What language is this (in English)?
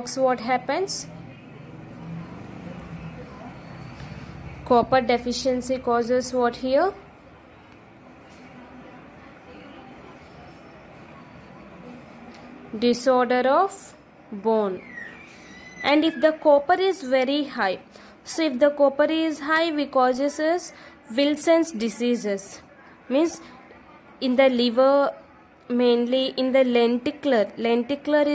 English